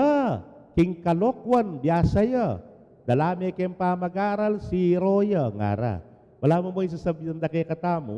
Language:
Pampanga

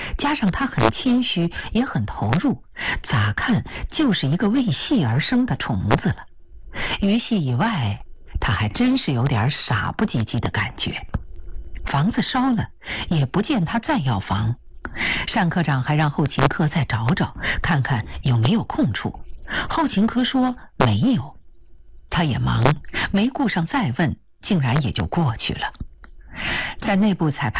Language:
Chinese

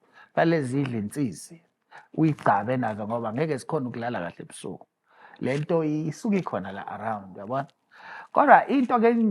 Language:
Zulu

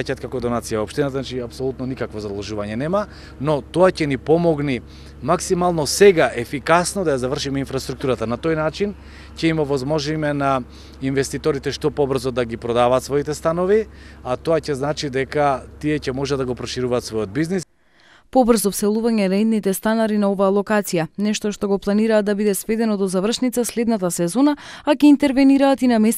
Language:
Macedonian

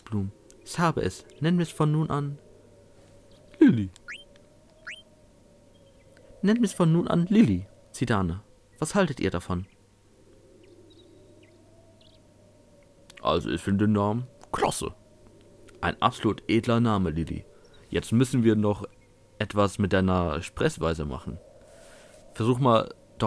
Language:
German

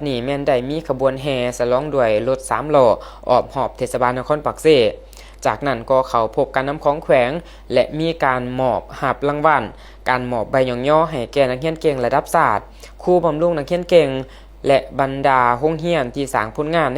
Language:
Lao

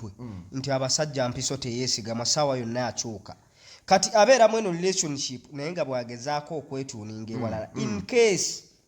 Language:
Ganda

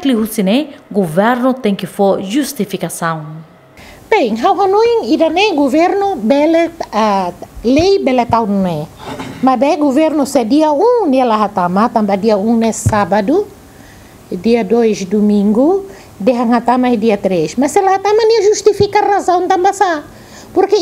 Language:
Tetum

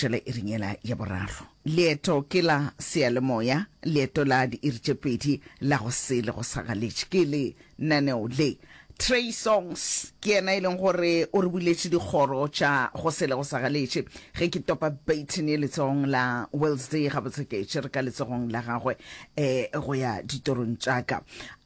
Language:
Northern Sotho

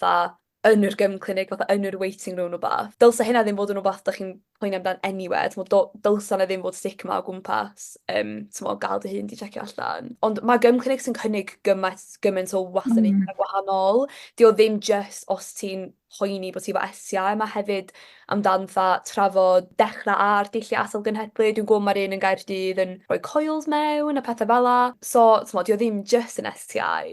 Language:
Welsh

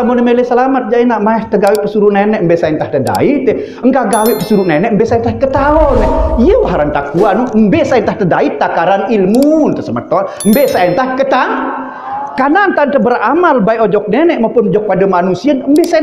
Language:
Sasak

